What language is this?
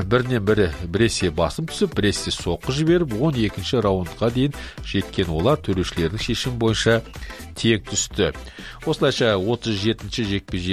Kazakh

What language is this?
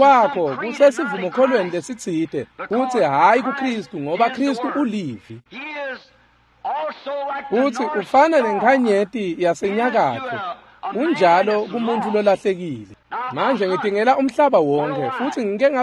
Swati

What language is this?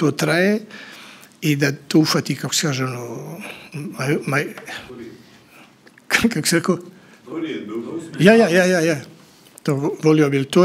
Bosnian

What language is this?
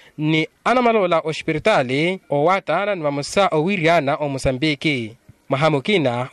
Makhuwa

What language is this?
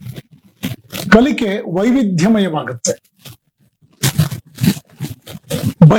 Kannada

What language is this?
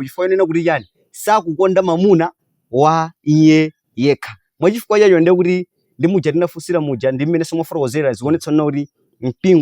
Nyanja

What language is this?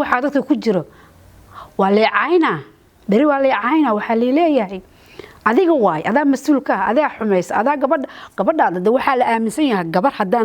Somali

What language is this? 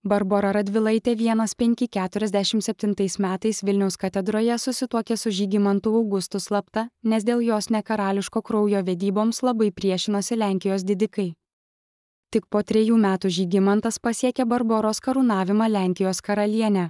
Lithuanian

